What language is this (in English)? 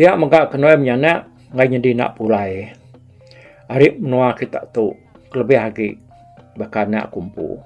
Iban